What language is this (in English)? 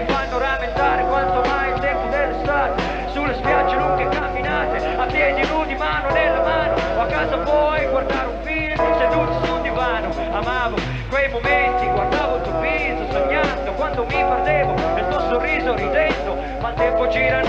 Italian